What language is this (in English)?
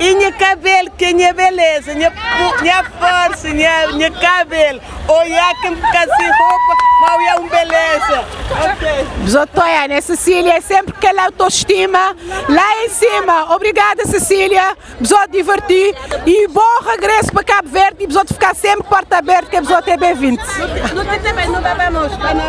Kabuverdianu